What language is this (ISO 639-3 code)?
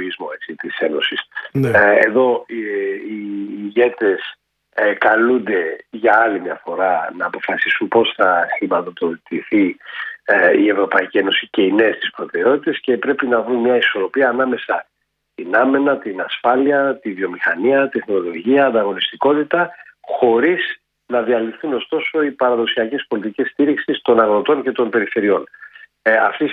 ell